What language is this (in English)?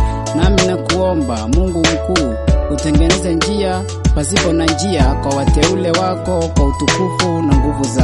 Swahili